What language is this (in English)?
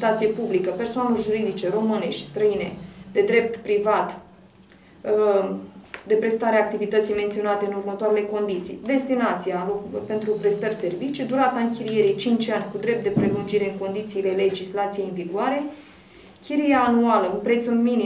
Romanian